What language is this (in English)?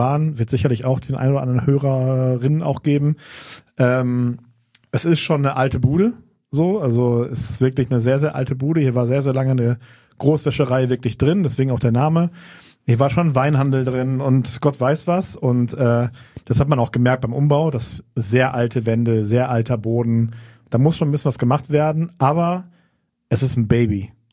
German